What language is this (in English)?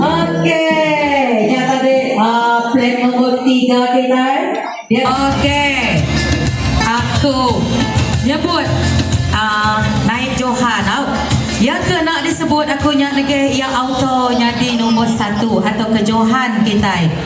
Iban